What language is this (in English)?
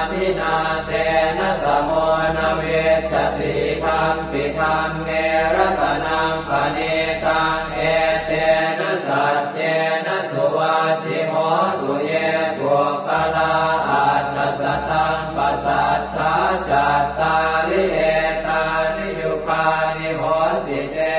Pali